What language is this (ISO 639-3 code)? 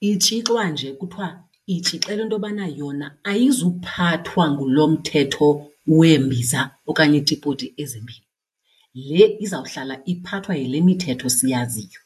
xho